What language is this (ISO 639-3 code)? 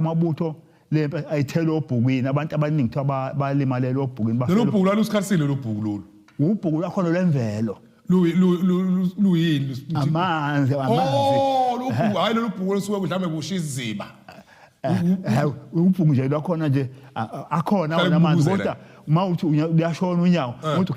zul